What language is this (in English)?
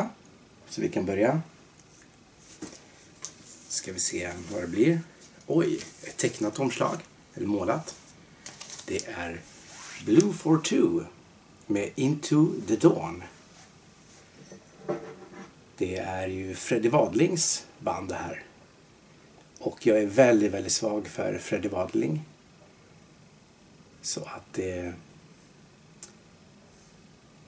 Swedish